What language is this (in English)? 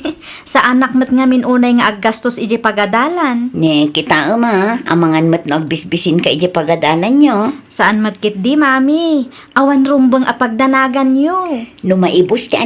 Iloko